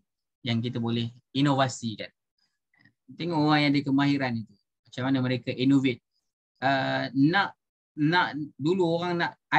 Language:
Malay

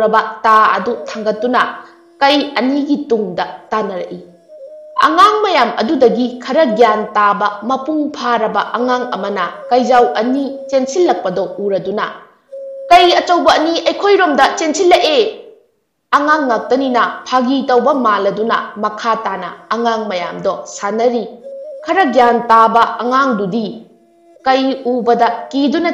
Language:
Manipuri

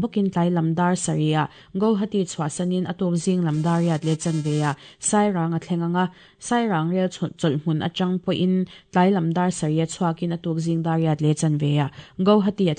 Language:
Mizo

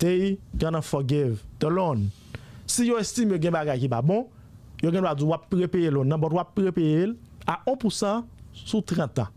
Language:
Haitian Creole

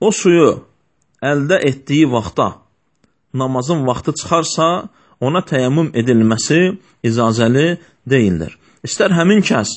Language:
Azerbaijani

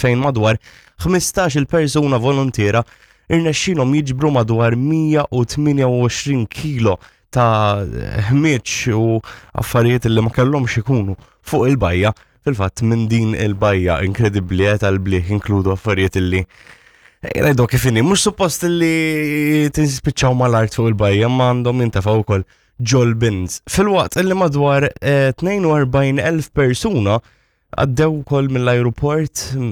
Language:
Maltese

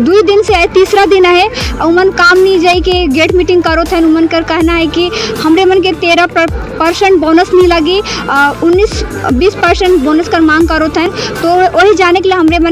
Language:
Sadri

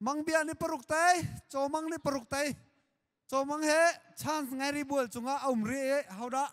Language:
Hakha Chin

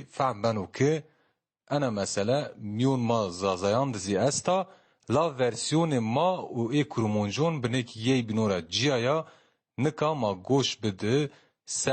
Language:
Kurdish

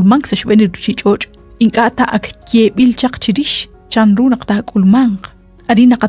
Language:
Kekchí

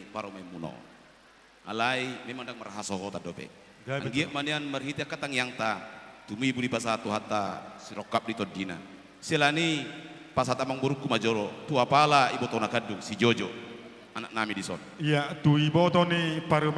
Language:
Batak Toba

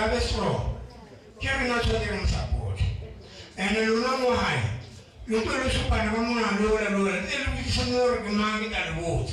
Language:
Northern Sotho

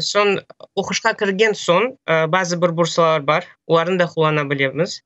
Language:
Crimean Tatar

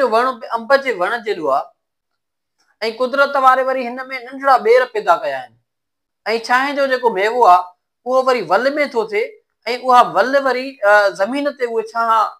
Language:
Sindhi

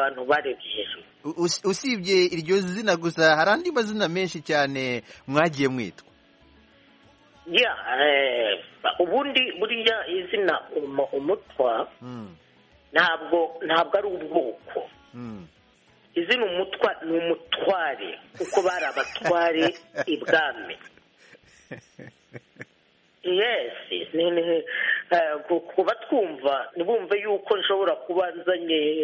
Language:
Kinyarwanda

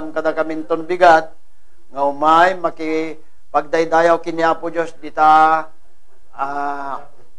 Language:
Iloko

